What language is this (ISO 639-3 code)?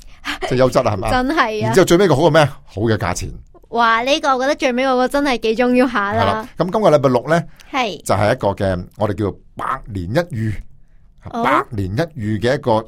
yue